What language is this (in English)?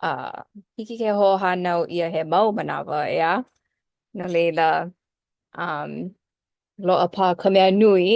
Hawaiian